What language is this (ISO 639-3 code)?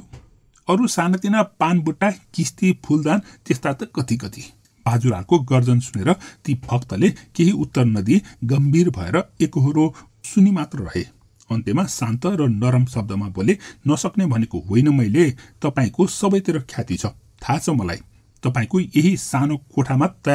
nep